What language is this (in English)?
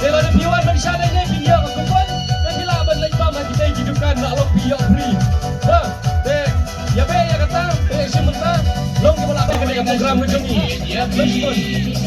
Khasi